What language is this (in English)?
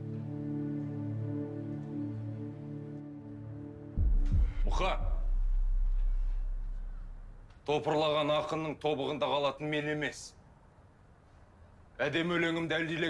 Kazakh